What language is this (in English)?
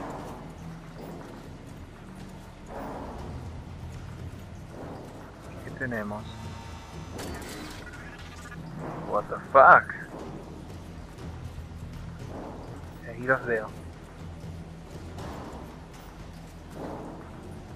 Spanish